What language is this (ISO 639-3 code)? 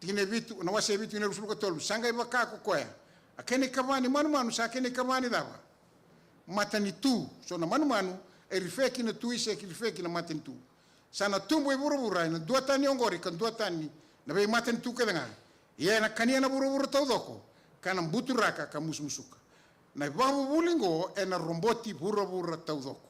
fij